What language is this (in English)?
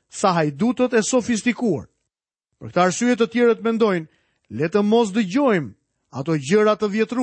Albanian